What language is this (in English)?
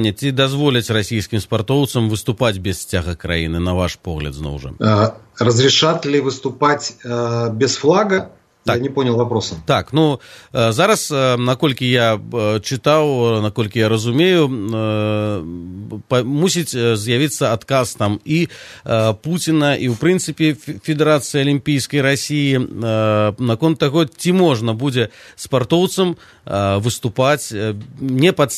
Belarusian